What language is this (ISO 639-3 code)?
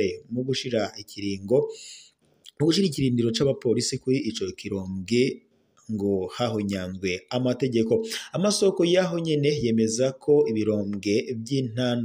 run